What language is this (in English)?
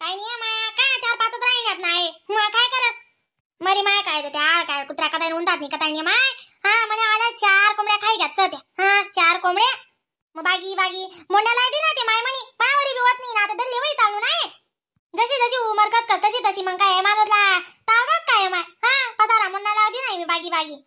Khandesi